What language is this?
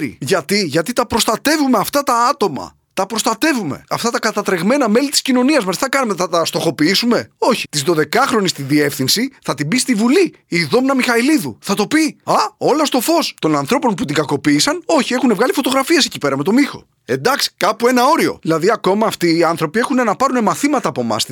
Greek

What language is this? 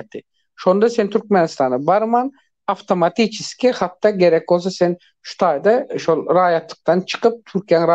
Turkmen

